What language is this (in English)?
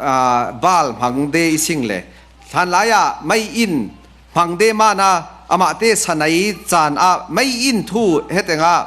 Falam Chin